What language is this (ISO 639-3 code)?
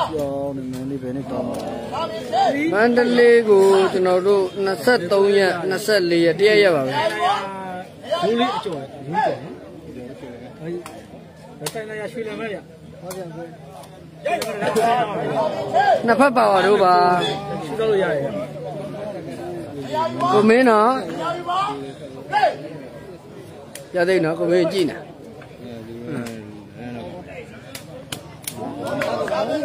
mya